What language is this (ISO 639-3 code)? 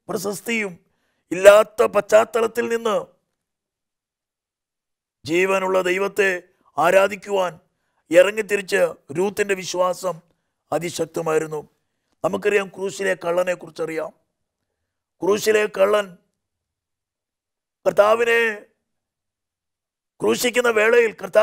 mal